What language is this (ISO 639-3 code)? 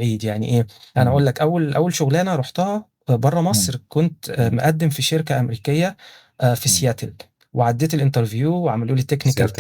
arz